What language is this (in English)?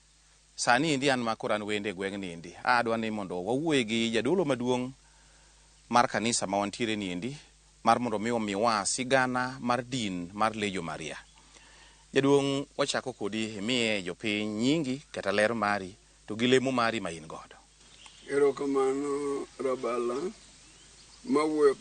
Luo (Kenya and Tanzania)